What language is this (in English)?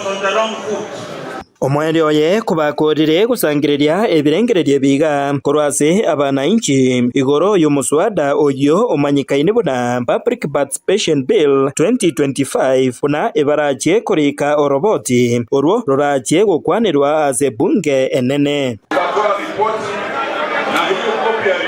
Gusii